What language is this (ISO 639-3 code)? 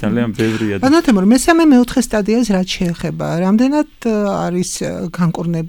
kat